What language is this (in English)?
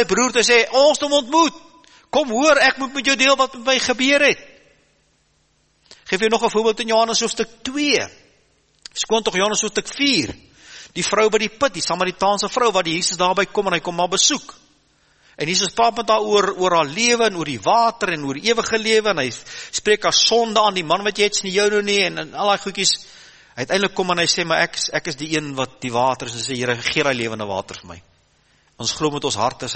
Afrikaans